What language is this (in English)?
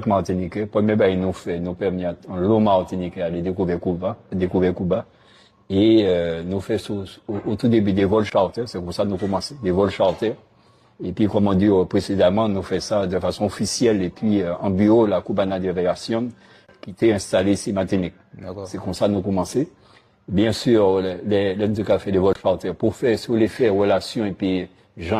Guadeloupean Creole French